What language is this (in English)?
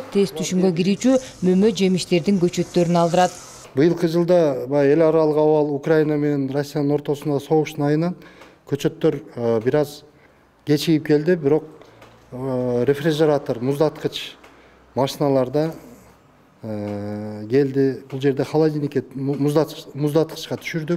Kyrgyz